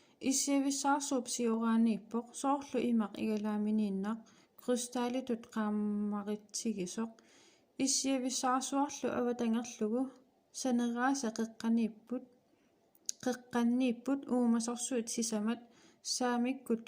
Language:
Kalaallisut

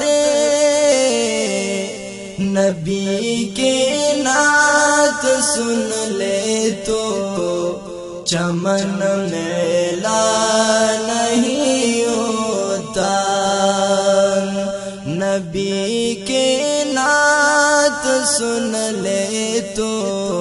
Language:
Urdu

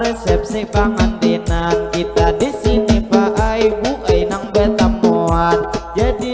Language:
Banjar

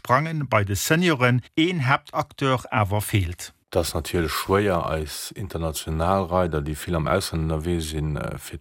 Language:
Luxembourgish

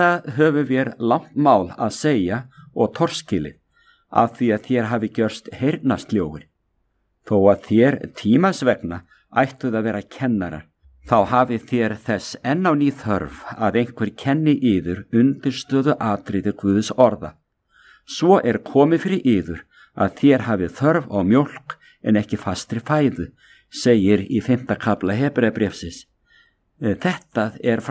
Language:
Icelandic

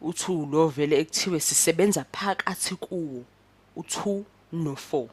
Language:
Zulu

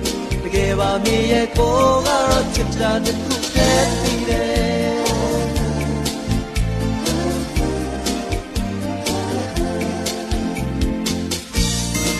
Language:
Burmese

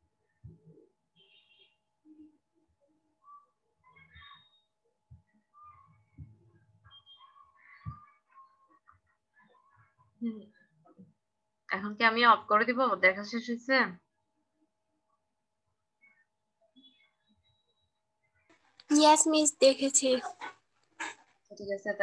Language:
Bangla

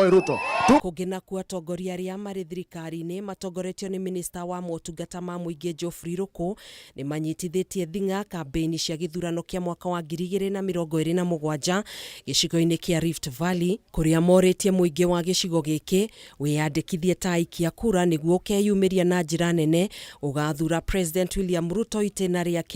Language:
Kikuyu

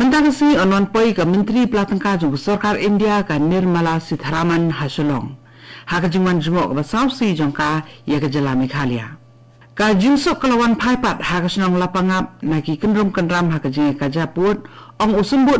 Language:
Khasi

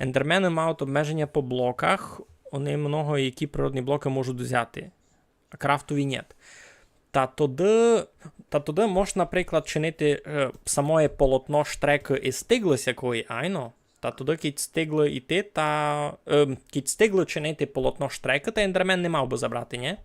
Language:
Rusyn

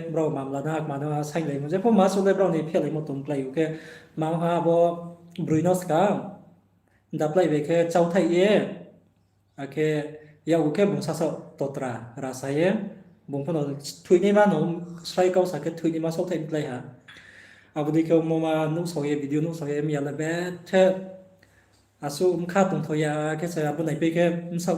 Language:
Riang (India)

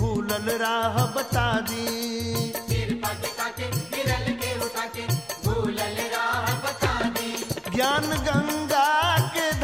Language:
Bhojpuri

